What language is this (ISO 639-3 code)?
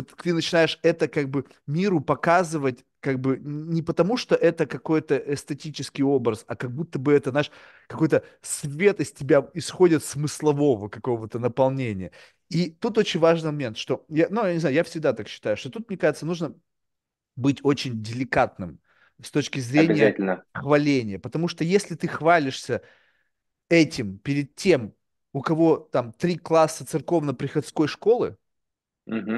rus